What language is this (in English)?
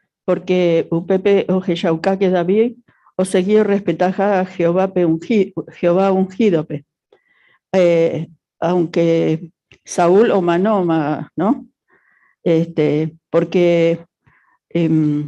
Guarani